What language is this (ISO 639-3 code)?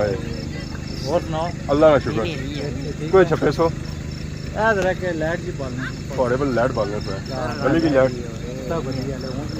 phr